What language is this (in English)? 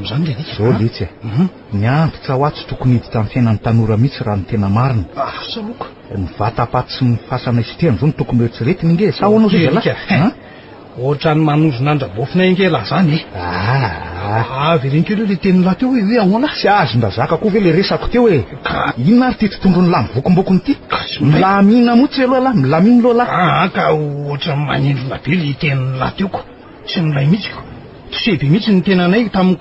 Malagasy